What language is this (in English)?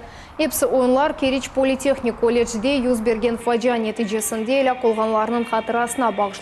Crimean Tatar